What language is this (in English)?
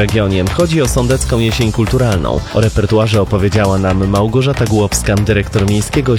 Polish